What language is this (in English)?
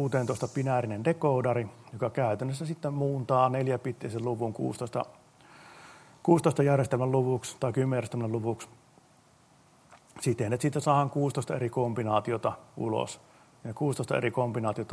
Finnish